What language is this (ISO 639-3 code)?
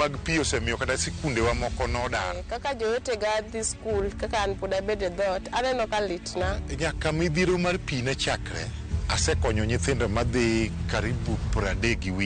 luo